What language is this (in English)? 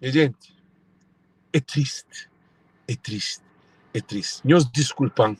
Kabuverdianu